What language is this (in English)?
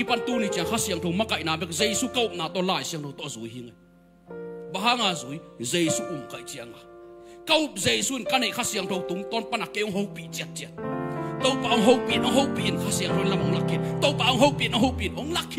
Tedim Chin